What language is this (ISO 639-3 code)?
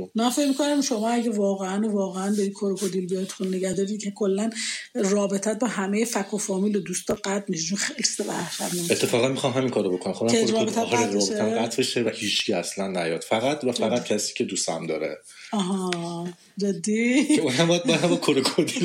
fas